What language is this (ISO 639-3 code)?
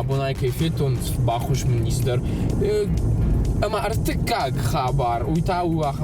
oss